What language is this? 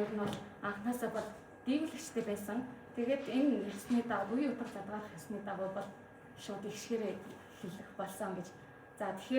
Mongolian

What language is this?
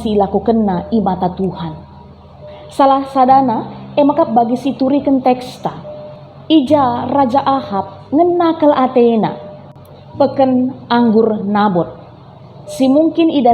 Batak Karo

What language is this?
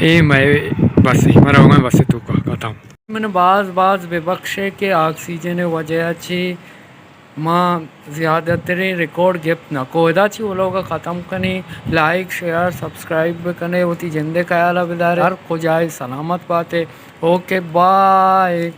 Baluchi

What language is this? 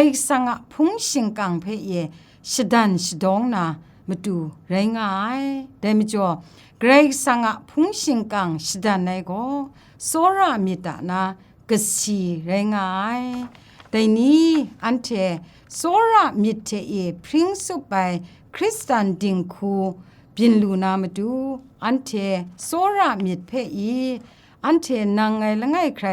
Kachin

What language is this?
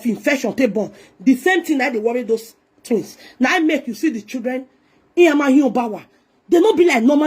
Nigerian Pidgin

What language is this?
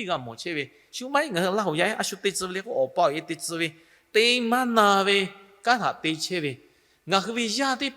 Lahu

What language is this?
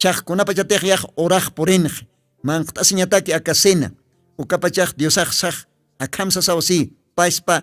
Aymara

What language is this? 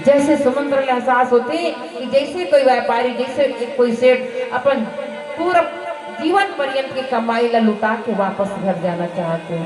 Chhattisgarhi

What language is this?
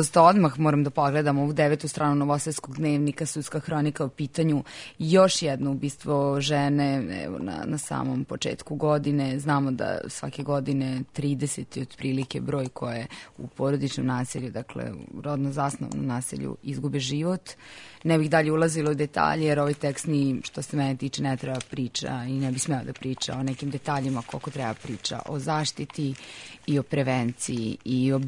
Serbian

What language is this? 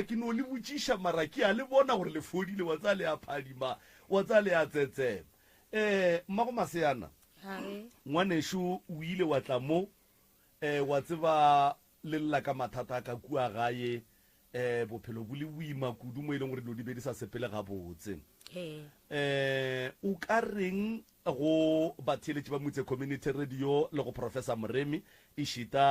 Northern Sotho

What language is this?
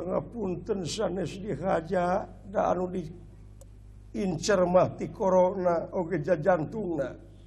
Sundanese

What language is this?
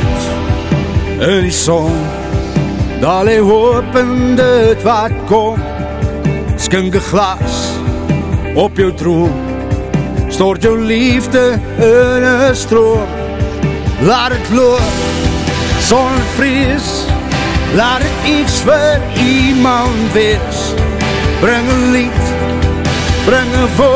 Afrikaans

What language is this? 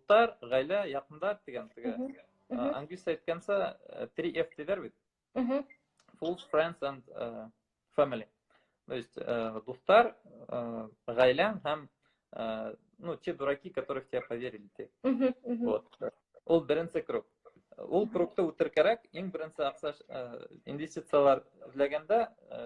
Bashkir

